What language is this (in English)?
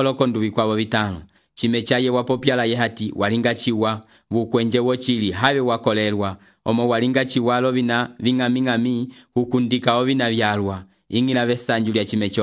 Umbundu